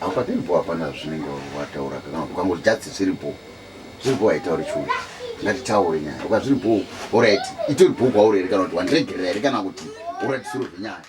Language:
Shona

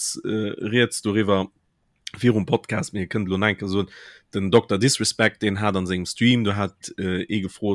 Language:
Luxembourgish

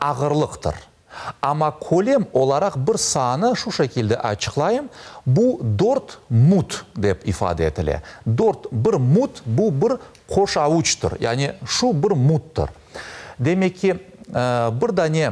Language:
Crimean Tatar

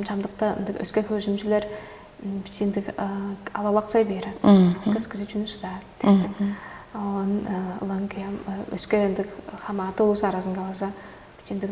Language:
Tuvinian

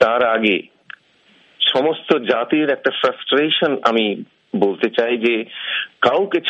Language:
Bangla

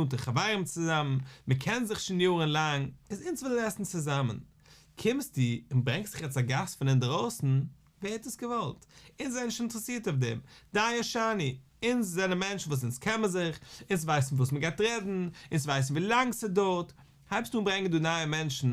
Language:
Yiddish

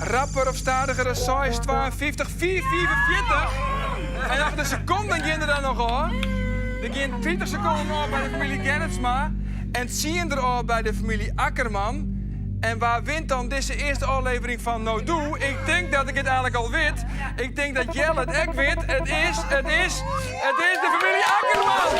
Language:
Western Frisian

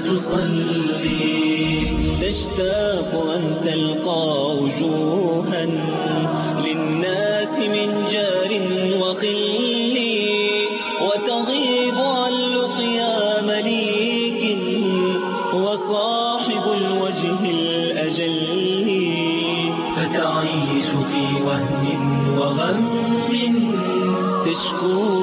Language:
Arabic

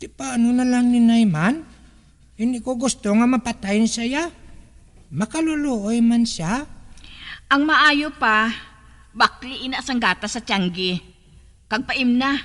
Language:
Hiligaynon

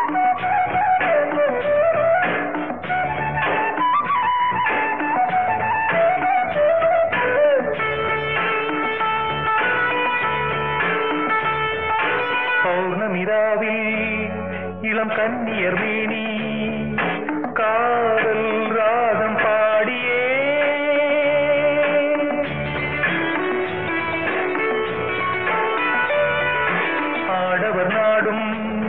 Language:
Tamil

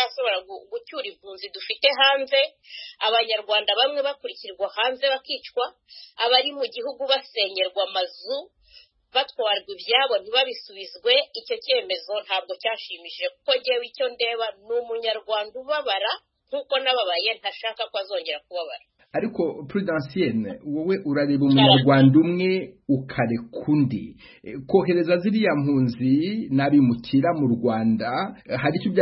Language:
Kinyarwanda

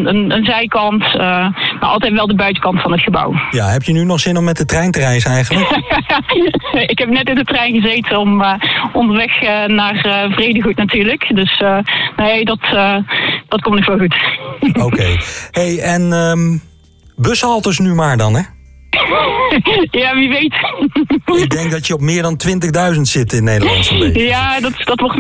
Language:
Dutch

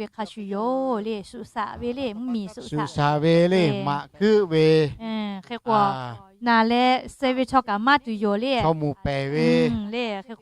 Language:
Lahu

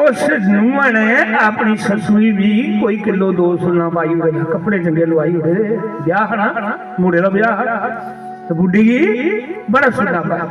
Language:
Dogri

